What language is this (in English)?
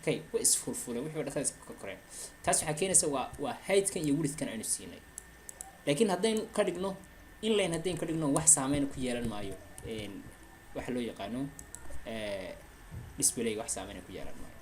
Somali